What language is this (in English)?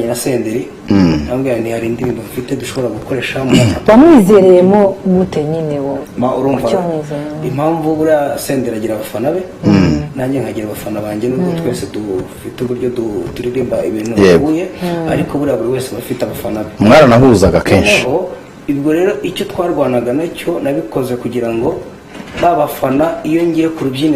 Kinyarwanda